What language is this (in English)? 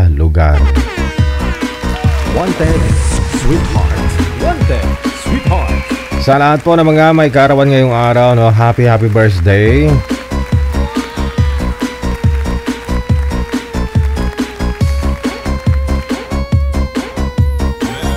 Filipino